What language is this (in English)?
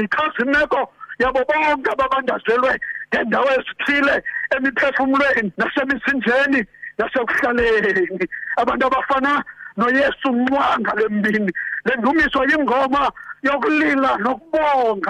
Xhosa